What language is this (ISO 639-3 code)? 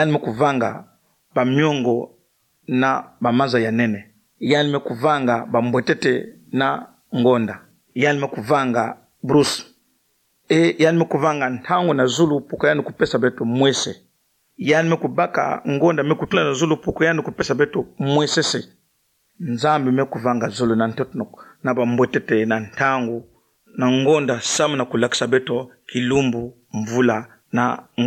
ktu